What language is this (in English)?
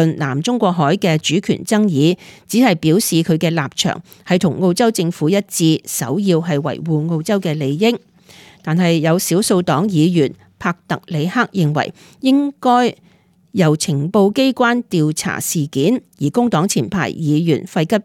Cantonese